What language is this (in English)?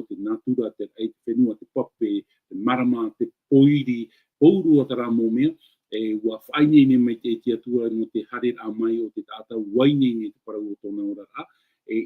Tahitian